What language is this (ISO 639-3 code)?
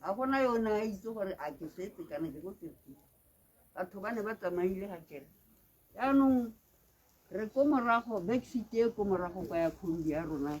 tsn